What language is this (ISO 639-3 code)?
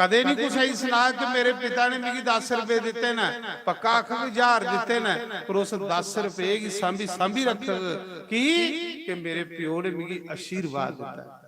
doi